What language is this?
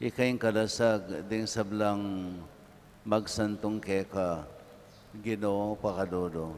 Pampanga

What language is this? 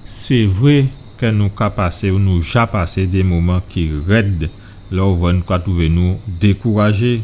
Guadeloupean Creole French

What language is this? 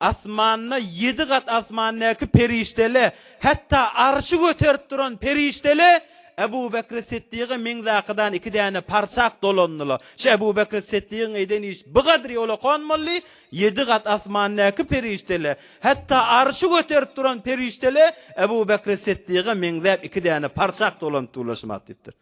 Turkmen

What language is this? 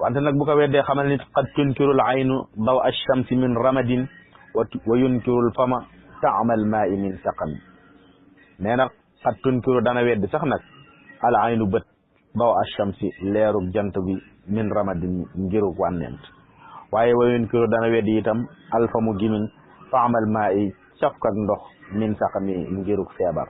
Wolof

